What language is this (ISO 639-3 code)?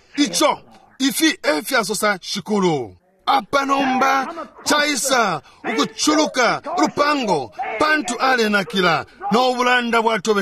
bem